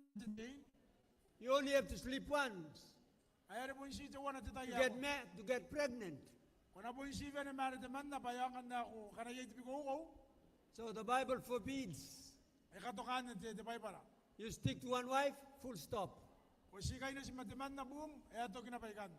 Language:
Gilbertese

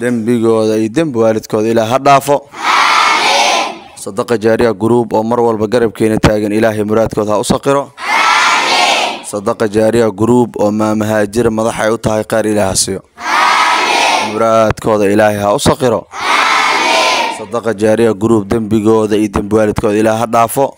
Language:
Somali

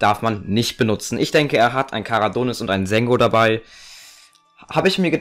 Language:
German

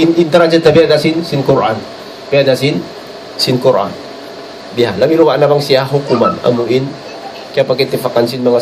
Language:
Tausug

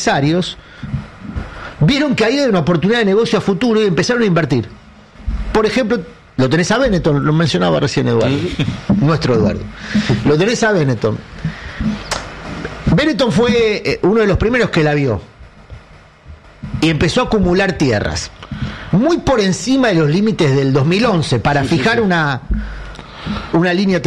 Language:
Spanish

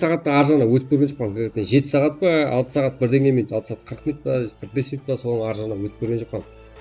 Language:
Kara-Kalpak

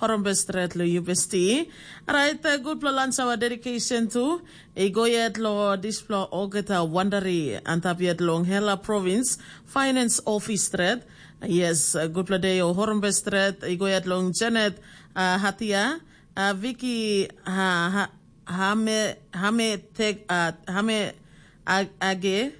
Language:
Tok Pisin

